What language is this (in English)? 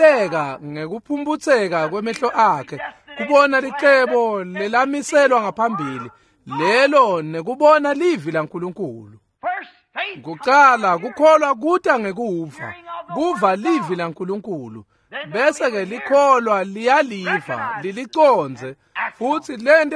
Swati